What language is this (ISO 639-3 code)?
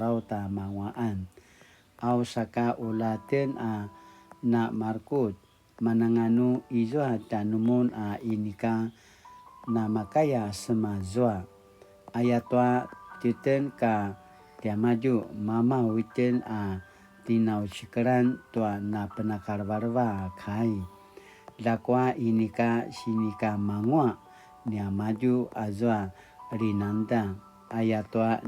pwn